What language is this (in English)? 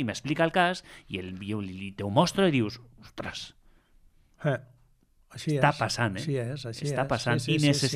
Catalan